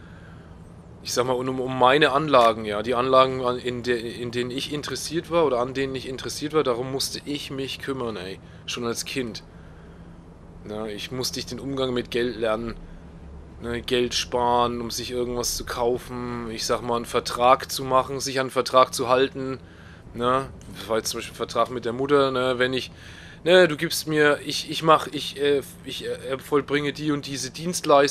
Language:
German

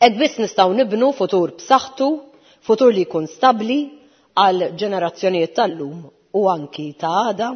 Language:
Maltese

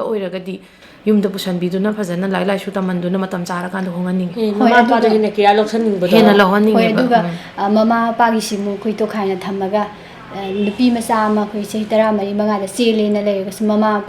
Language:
Manipuri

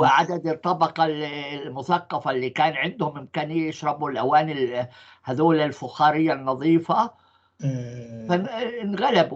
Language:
North Levantine Arabic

